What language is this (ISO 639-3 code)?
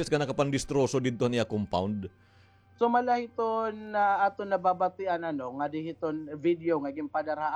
war